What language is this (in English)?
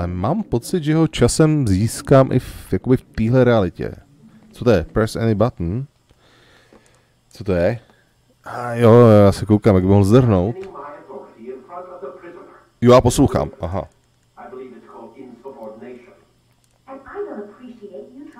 Czech